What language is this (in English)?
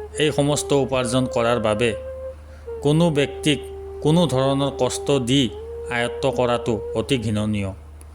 Assamese